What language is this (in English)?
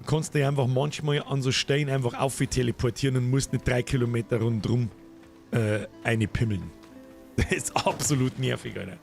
Bavarian